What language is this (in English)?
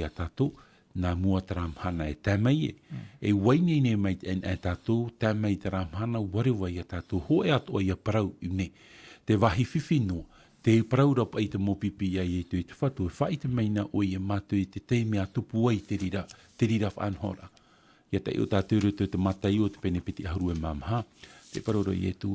Tahitian